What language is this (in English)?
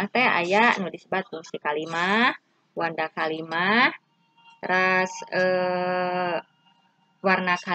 Sundanese